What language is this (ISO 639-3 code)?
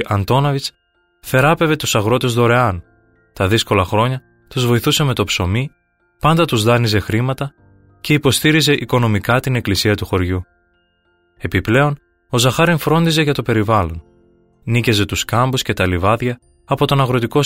ell